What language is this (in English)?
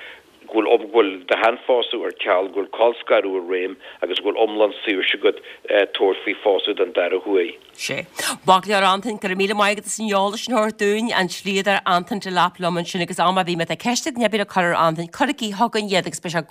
Irish